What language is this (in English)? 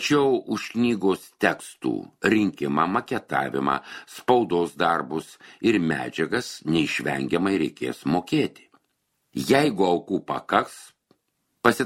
Lithuanian